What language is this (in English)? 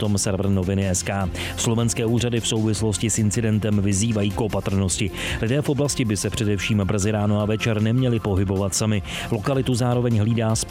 Czech